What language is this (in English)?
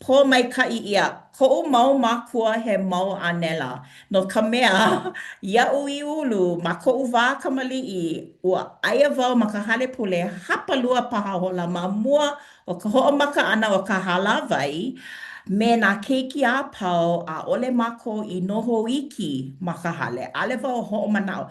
Hawaiian